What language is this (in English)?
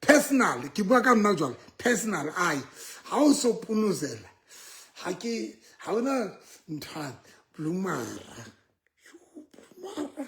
Southern Sotho